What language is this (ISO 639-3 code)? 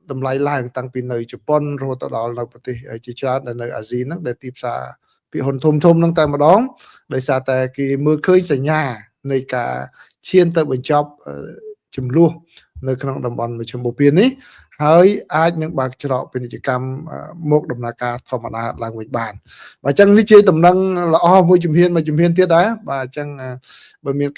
khm